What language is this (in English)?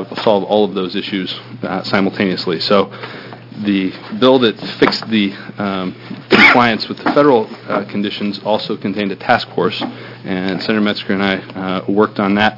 English